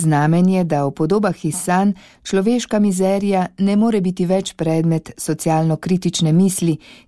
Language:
Slovenian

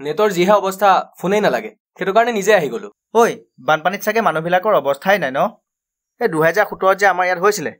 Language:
Assamese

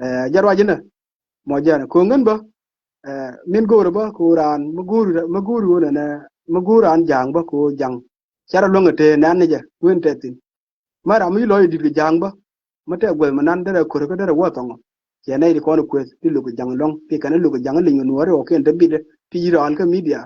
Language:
Nuer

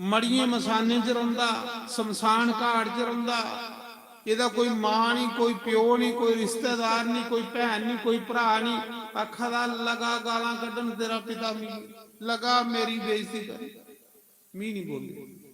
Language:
Dogri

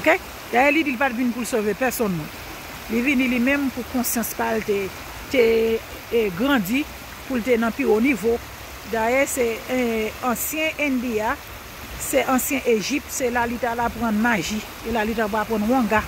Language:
Haitian Creole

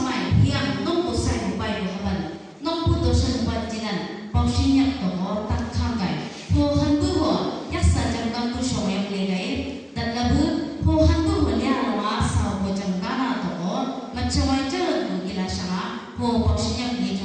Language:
Chang Naga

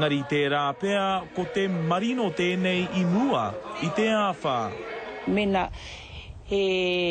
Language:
Māori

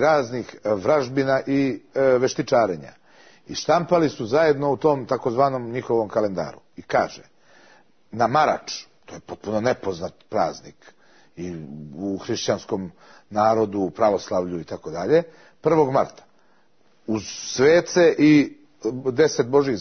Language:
Serbian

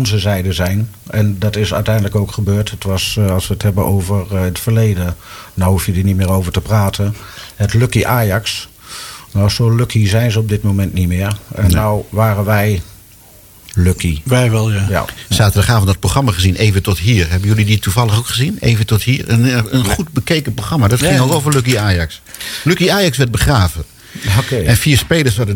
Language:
Dutch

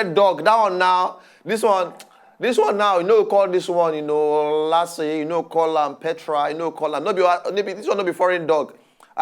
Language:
Nigerian Pidgin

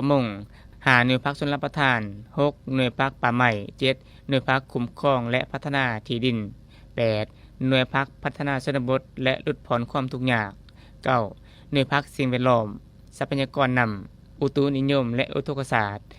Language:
Lao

